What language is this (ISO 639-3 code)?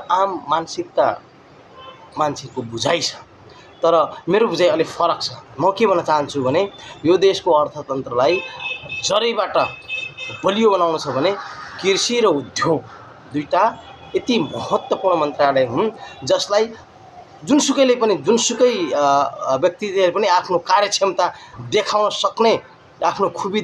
nep